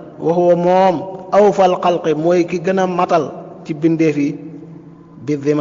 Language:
Wolof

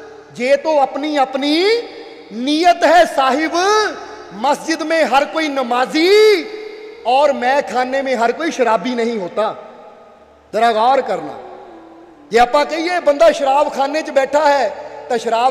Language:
Punjabi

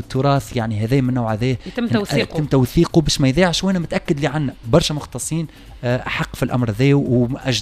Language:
Tunisian Arabic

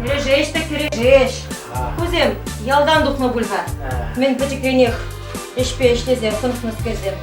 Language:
Chuvash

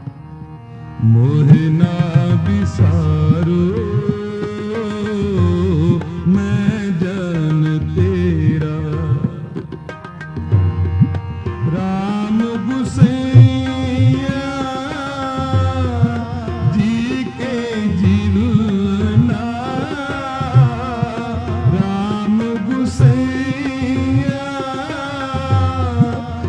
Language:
Hindi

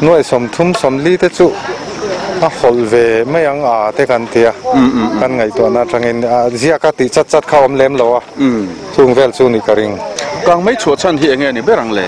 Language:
Mizo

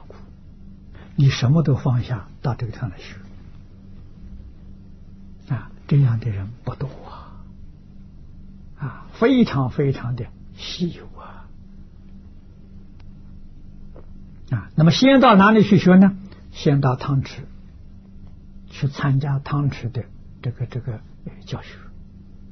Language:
Chinese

